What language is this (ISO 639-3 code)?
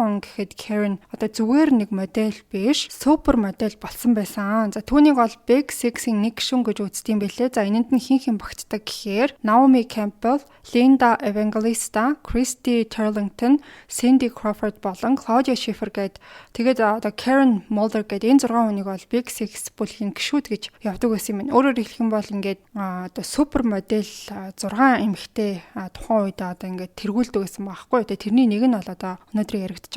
mon